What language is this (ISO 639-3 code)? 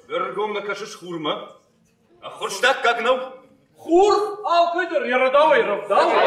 oss